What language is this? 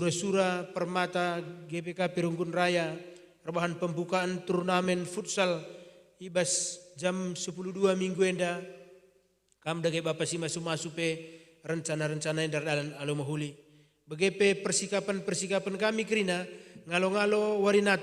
Batak Karo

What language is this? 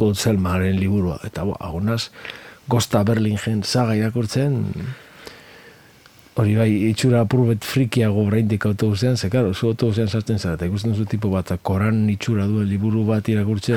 Basque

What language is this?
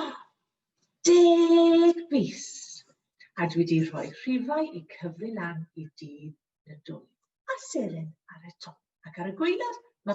Welsh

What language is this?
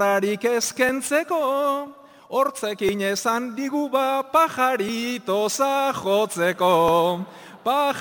Basque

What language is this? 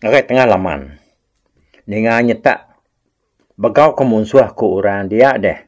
Iban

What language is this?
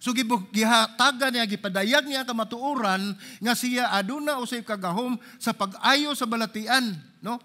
Cebuano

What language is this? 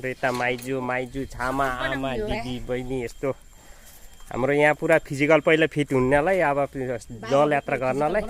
Nepali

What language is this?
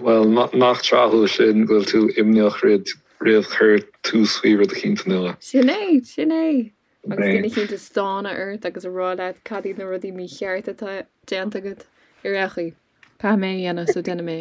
Irish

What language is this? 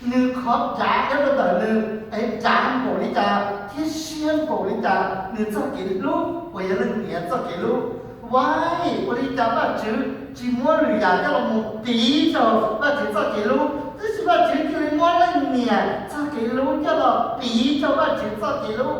Hmong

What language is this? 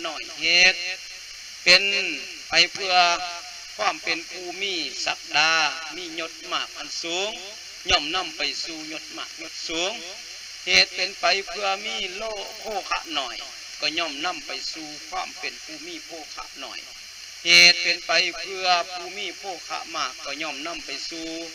Lao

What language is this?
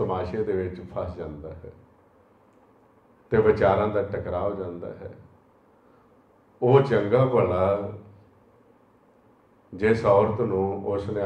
Punjabi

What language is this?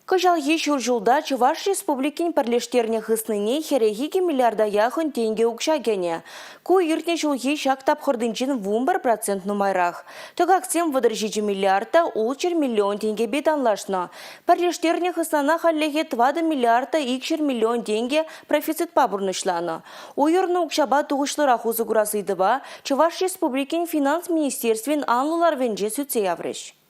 Chuvash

